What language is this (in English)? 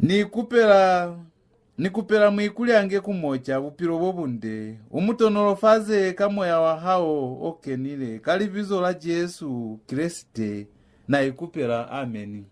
Lozi